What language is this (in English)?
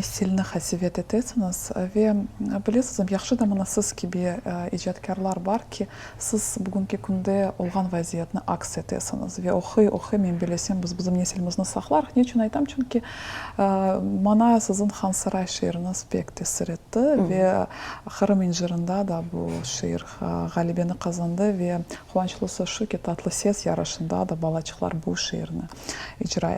Crimean Tatar